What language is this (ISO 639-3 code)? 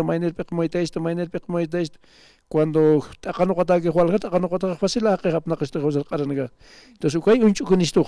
aym